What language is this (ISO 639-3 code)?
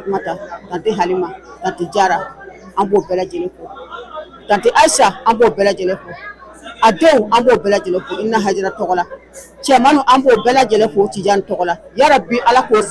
bam